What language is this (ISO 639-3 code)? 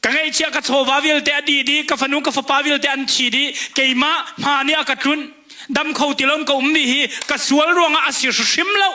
cnh